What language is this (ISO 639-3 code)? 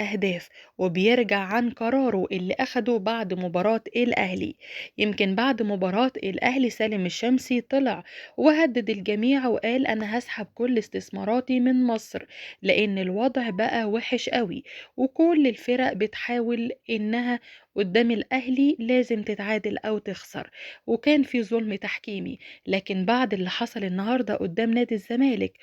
arz